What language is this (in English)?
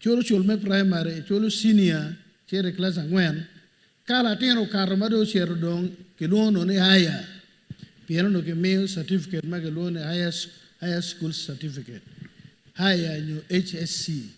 Acoli